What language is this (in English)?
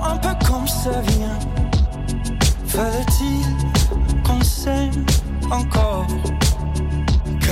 French